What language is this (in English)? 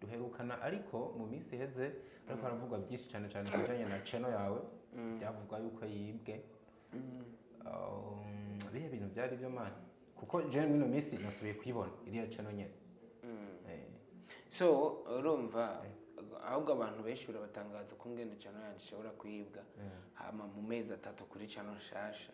Rundi